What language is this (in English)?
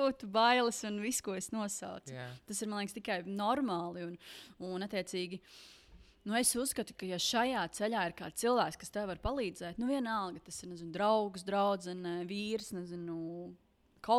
Latvian